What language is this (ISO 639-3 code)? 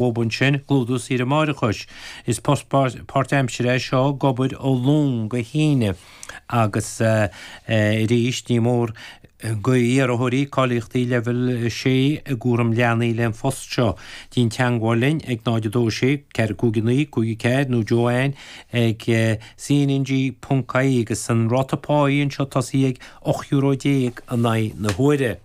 gle